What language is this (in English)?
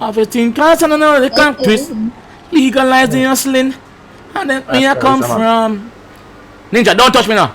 Jamaican Creole English